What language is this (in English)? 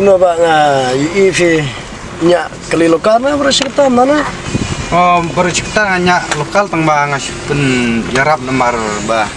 Khasi